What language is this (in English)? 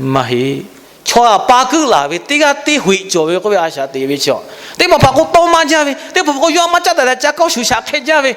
Lahu